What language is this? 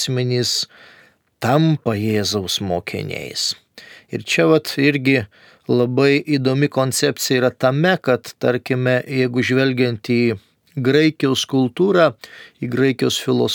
Lithuanian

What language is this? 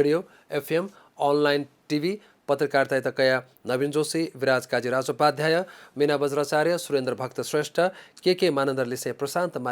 Newari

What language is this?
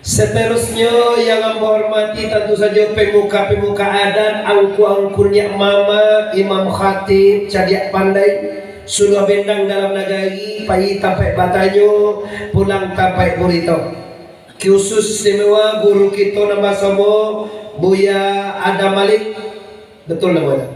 Minangkabau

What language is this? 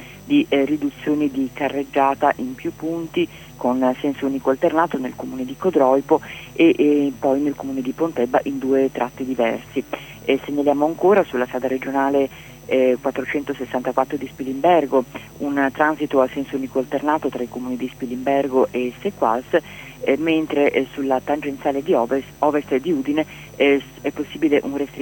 Italian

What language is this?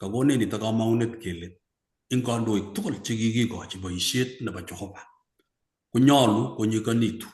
Kalenjin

